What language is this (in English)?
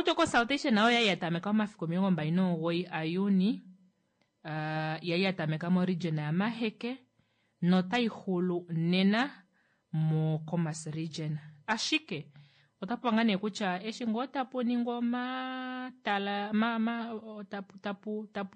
Kuanyama